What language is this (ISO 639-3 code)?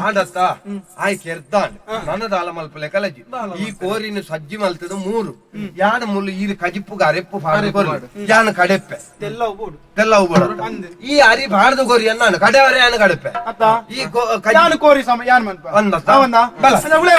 tcy